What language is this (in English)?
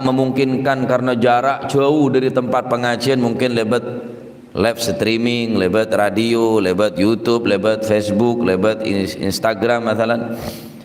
Madurese